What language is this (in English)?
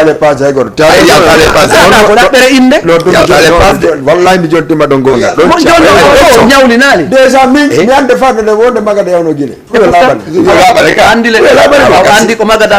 Fula